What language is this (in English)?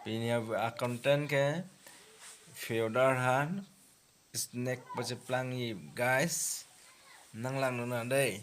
Karbi